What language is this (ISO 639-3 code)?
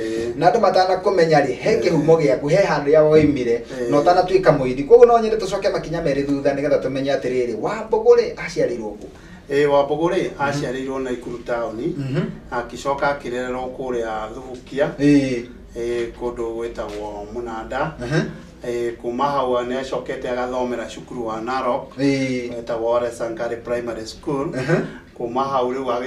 kik